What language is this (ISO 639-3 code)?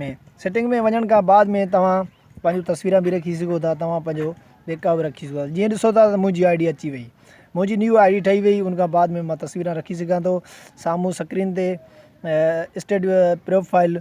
snd